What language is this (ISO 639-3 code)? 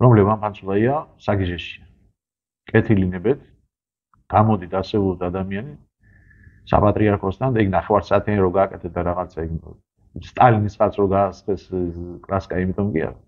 kat